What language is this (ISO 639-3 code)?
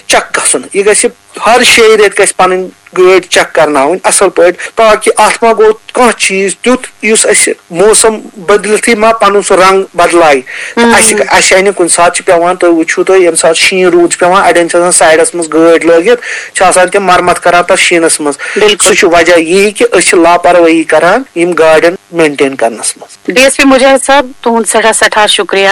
kas